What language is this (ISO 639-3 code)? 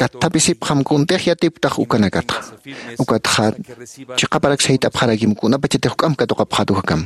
aym